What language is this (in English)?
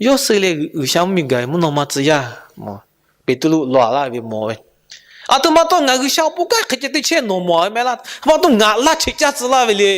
Lahu